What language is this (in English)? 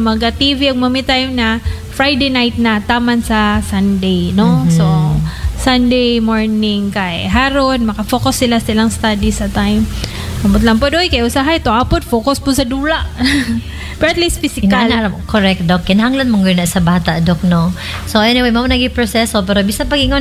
Cebuano